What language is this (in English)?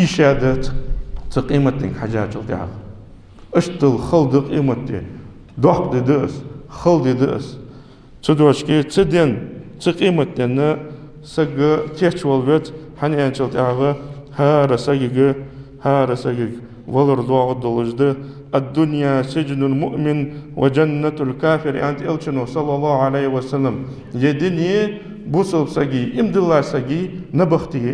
Ingush